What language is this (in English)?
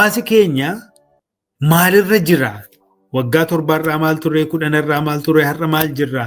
Oromo